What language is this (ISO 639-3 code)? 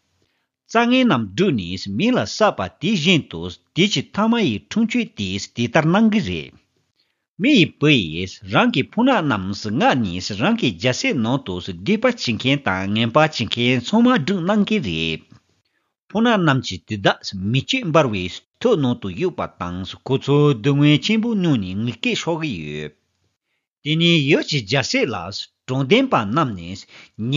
bod